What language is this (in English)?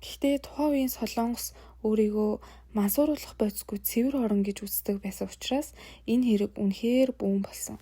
Mongolian